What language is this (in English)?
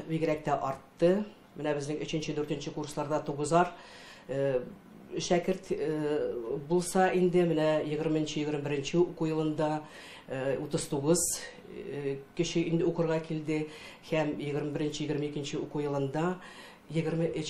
Tatar